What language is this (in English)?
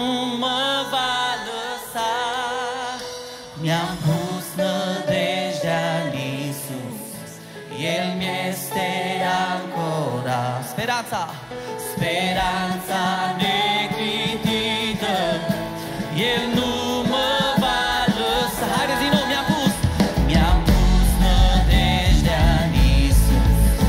Romanian